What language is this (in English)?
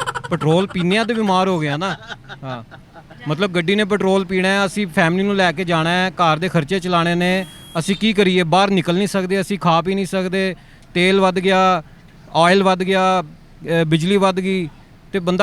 Western Panjabi